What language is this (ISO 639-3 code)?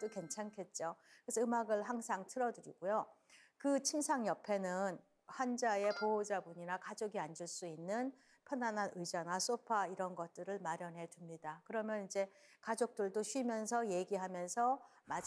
kor